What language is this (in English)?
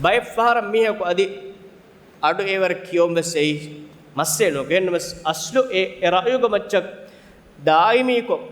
Divehi